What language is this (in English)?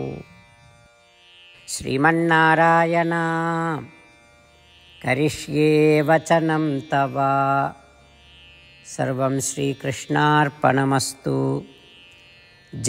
Odia